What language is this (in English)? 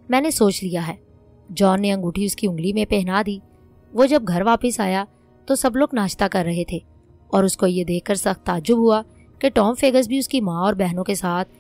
Urdu